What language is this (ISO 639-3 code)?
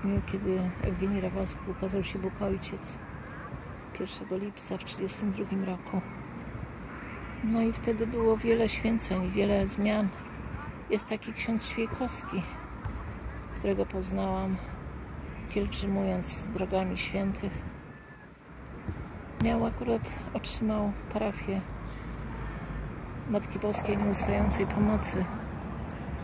pol